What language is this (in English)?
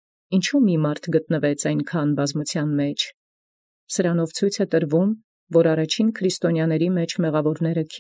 Armenian